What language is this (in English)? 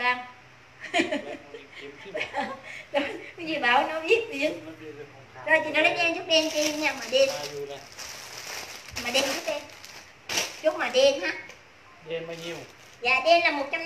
Vietnamese